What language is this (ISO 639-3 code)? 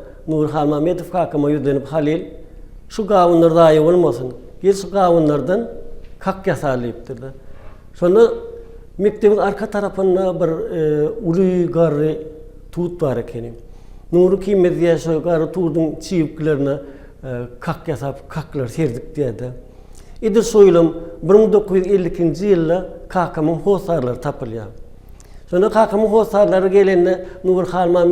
tuk